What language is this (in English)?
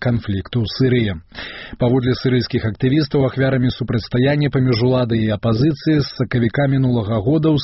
Belarusian